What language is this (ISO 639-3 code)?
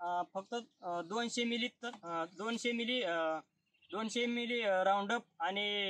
mar